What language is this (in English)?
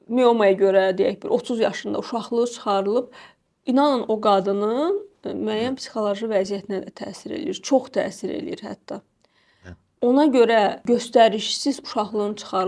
Azerbaijani